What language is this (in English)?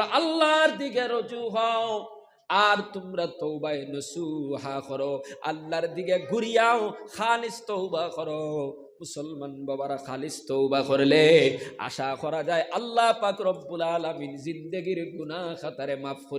Sylheti